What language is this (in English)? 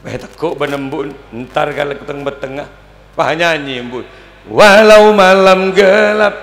Madurese